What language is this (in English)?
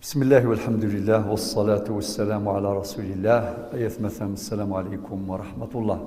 Kabyle